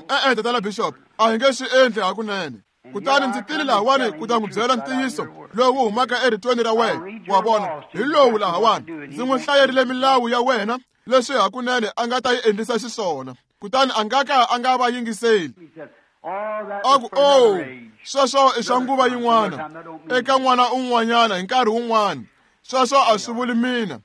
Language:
Tsonga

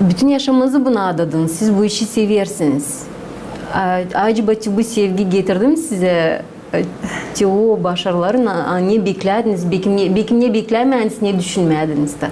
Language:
Gagauz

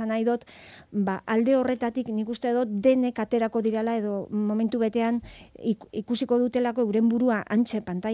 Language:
Basque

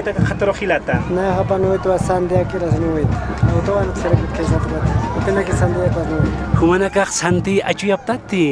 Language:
Aymara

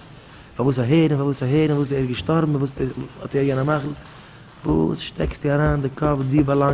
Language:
Yiddish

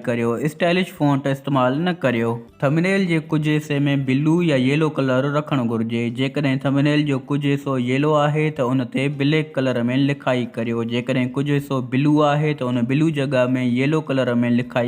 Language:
Sindhi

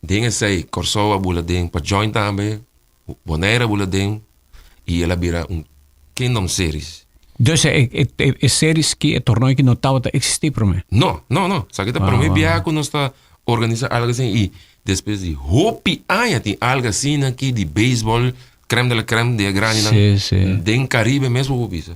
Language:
Papiamento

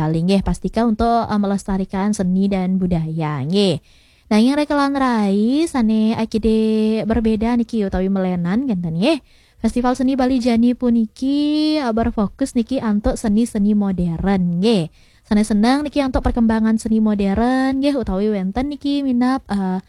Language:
Balinese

